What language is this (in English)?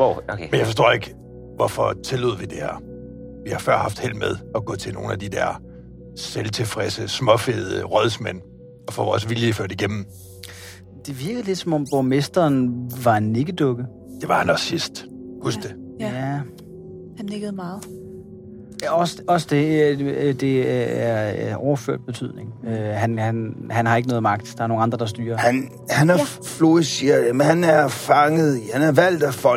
Danish